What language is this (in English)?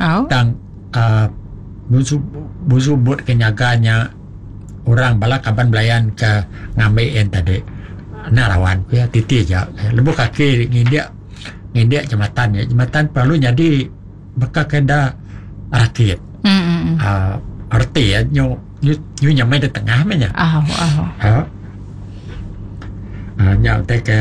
Iban